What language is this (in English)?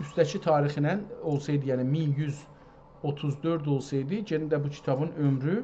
South Azerbaijani